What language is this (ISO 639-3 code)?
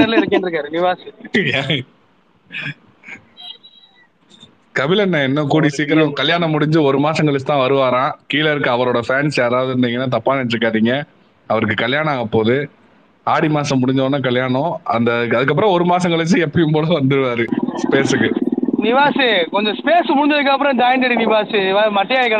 tam